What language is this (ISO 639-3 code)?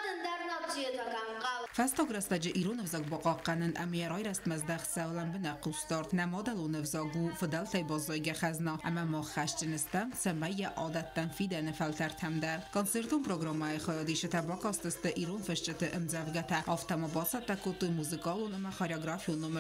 oss